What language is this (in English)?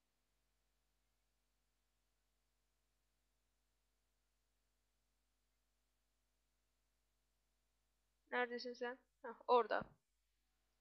Turkish